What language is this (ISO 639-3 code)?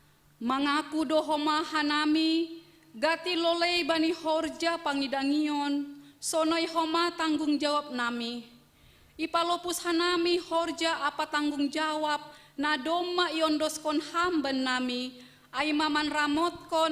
bts